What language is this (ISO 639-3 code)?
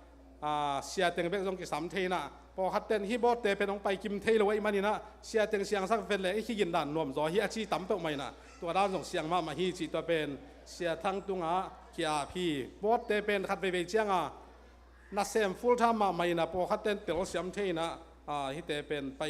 ctd